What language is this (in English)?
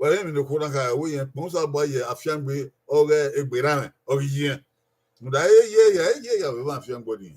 Bini